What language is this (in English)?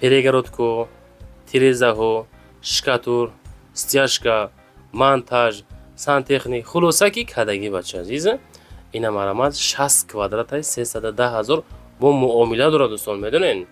Tajik